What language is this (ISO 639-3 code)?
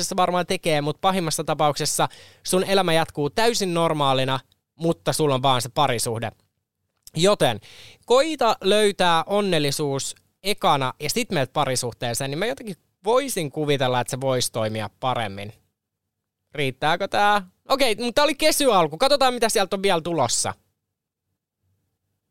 fin